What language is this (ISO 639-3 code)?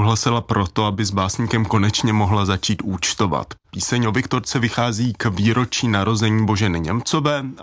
ces